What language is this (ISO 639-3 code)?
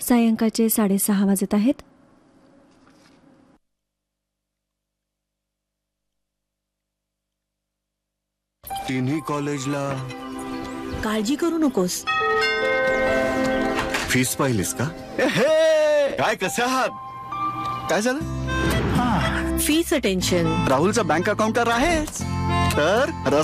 mar